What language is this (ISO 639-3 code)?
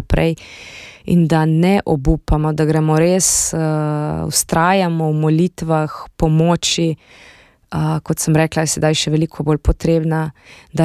slv